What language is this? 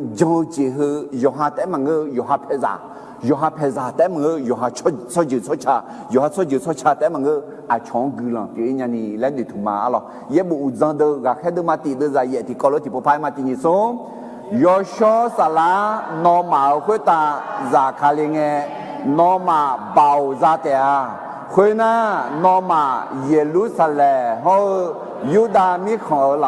Akha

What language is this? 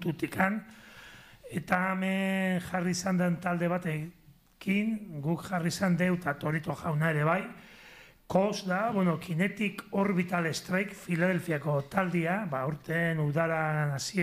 Basque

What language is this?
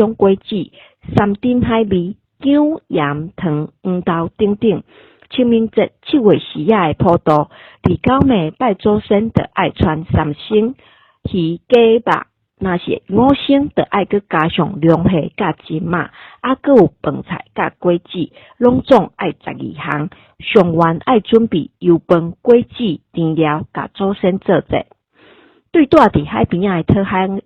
Min Nan Chinese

